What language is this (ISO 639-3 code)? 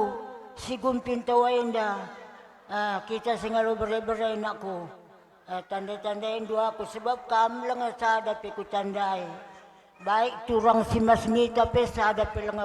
btx